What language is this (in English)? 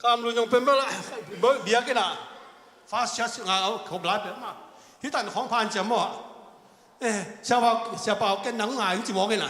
Tedim Chin